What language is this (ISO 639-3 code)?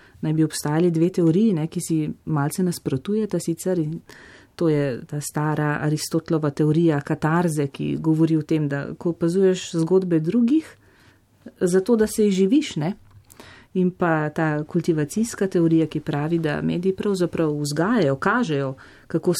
slv